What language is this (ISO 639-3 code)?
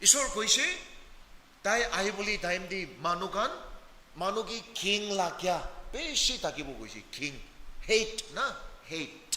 nag